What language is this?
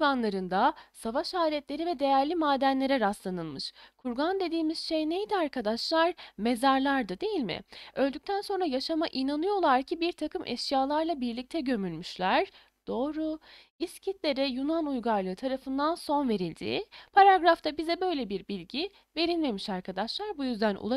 Turkish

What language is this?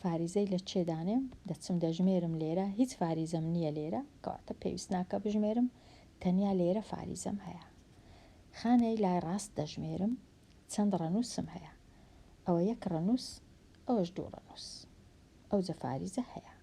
Central Kurdish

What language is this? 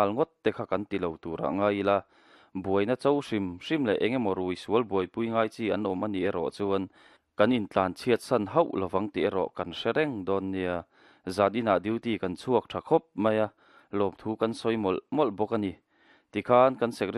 Mizo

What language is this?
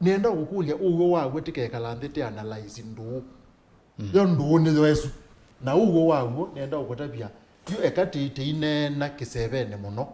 Kamba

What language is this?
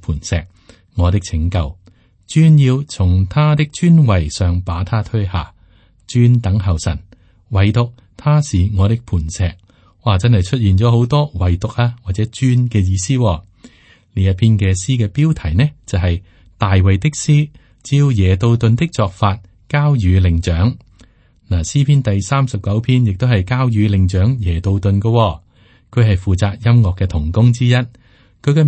Cantonese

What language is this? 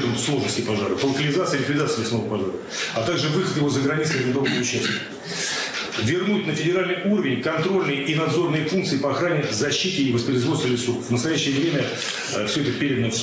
Russian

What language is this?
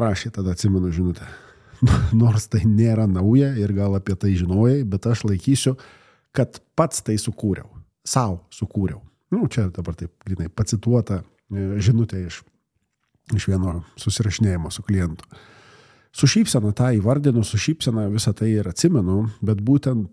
Lithuanian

